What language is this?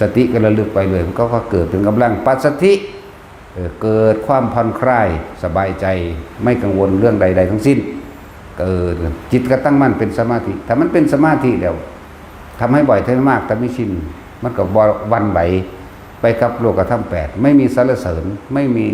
Northeastern Thai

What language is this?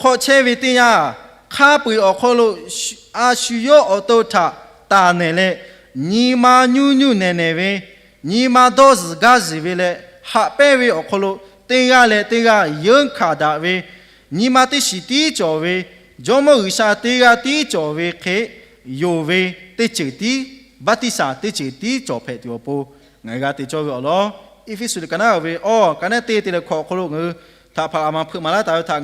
Lahu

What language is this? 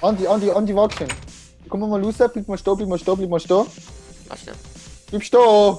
Swiss German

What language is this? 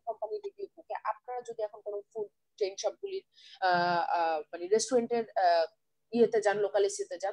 Bangla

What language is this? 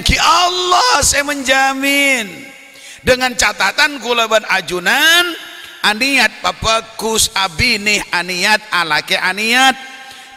Madurese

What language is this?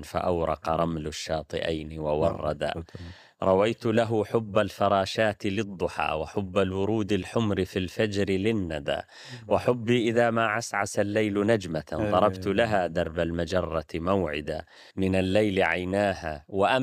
Arabic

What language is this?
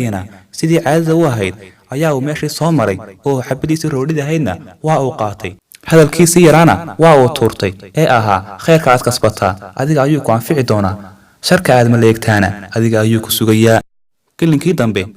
Somali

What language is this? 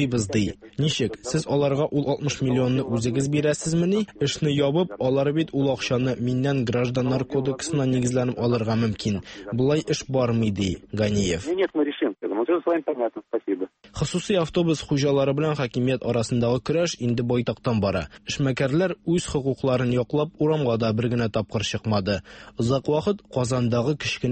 Tatar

